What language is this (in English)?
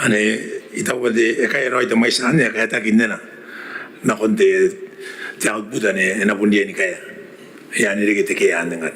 Gilbertese